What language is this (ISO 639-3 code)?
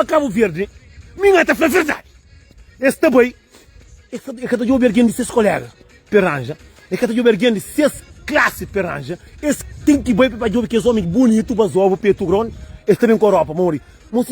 kea